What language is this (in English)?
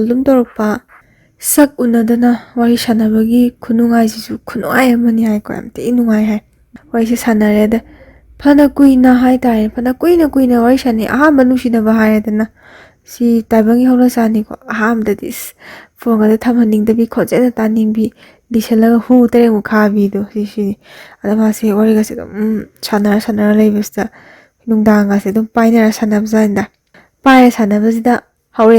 Manipuri